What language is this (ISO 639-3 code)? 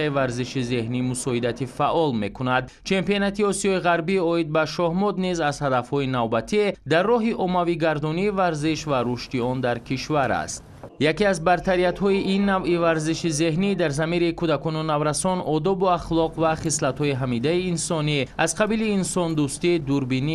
tgk